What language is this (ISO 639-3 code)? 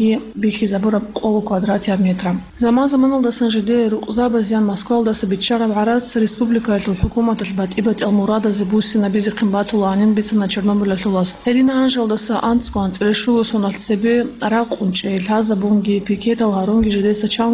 ava